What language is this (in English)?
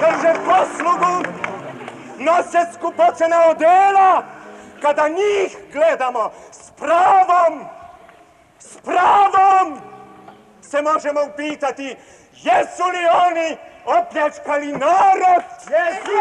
Serbian